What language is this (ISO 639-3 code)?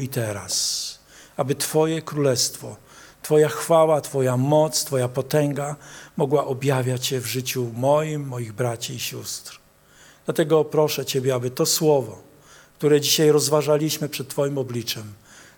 pol